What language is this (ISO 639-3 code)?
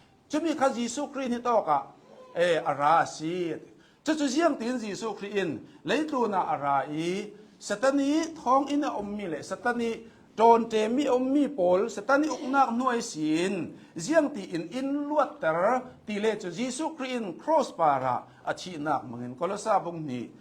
cnh